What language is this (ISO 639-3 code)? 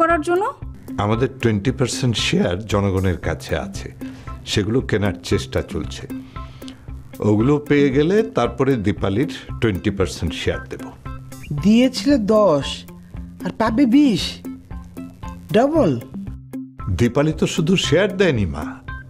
ben